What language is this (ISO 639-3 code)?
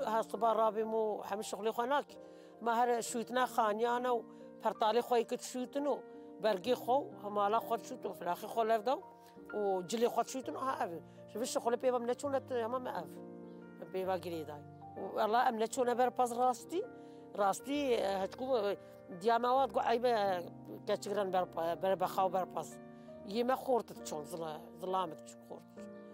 kur